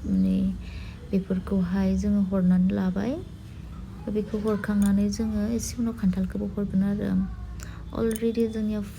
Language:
Bodo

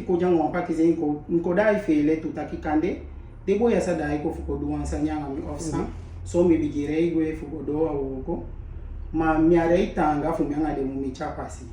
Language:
Eastern Maroon Creole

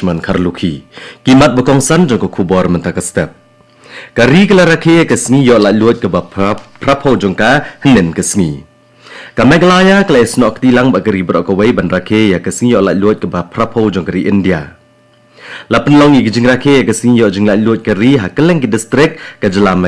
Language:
Khasi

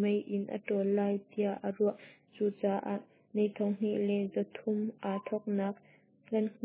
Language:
Hakha Chin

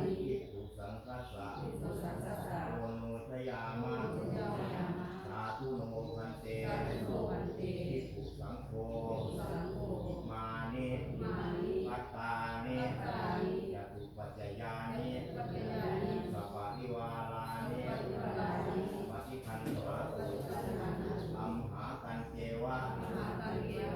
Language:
Pali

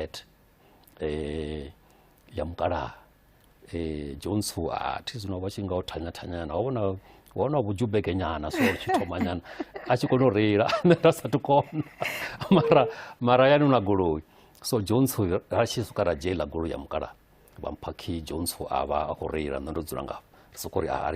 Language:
Venda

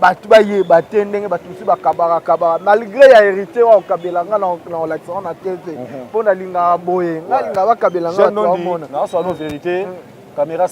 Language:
Lingala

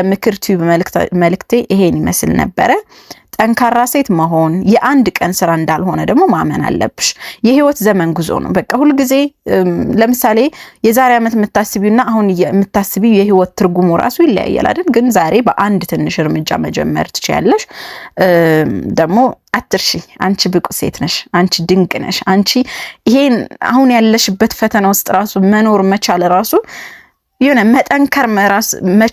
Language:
Amharic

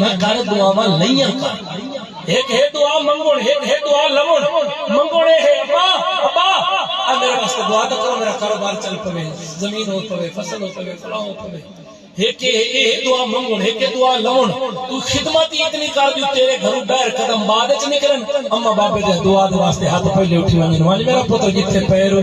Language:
Saraiki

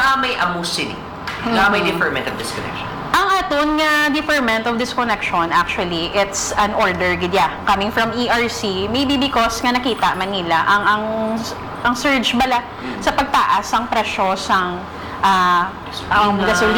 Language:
Hiligaynon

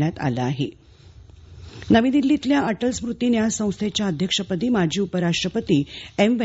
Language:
Marathi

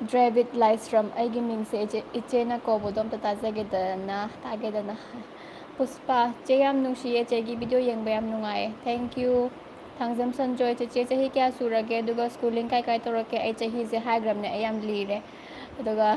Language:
Manipuri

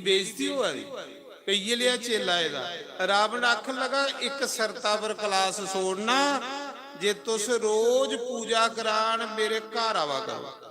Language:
Dogri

